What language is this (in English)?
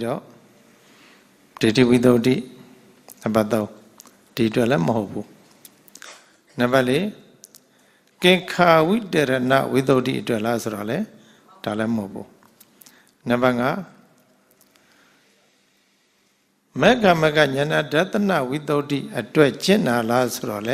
Burmese